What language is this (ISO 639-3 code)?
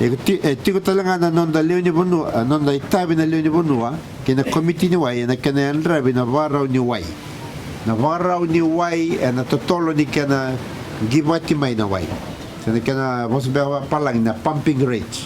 fij